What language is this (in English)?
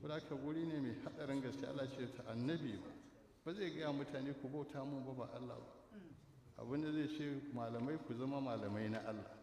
Hausa